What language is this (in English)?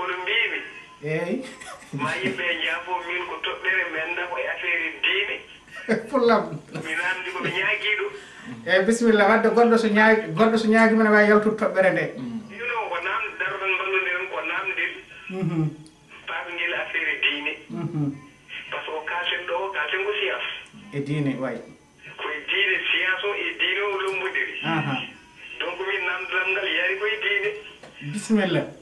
Fula